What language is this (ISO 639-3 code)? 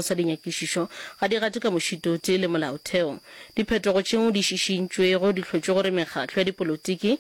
nso